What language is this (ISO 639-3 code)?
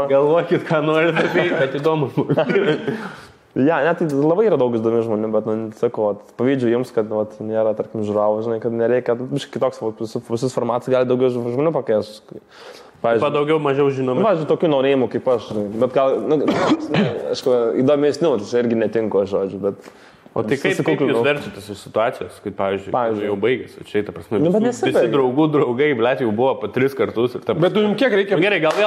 lit